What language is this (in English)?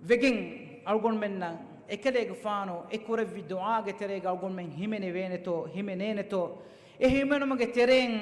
Divehi